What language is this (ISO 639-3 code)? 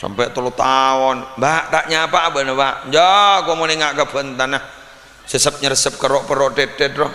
mad